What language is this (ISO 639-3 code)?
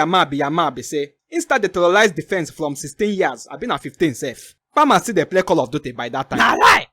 pcm